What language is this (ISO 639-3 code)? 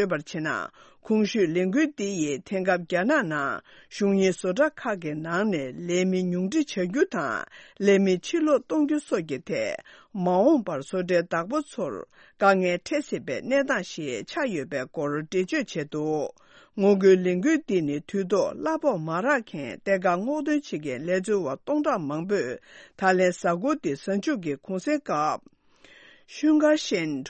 bod